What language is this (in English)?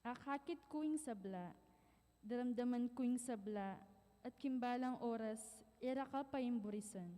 Pampanga